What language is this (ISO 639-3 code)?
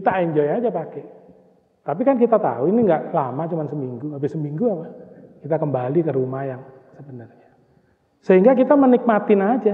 ind